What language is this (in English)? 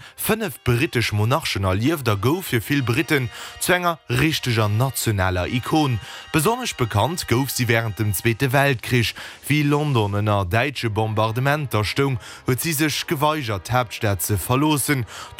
Luxembourgish